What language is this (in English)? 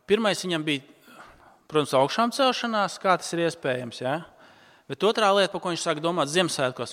Latvian